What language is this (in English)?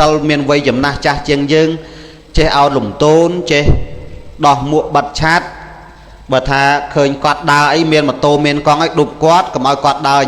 Khmer